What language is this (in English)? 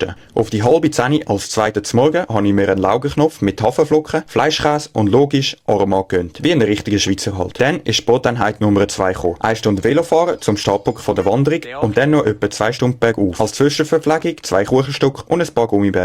Swiss German